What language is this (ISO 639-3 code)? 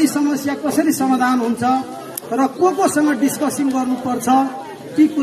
nep